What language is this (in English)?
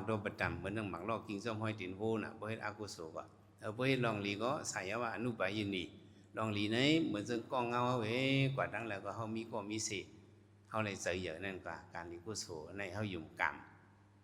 Shan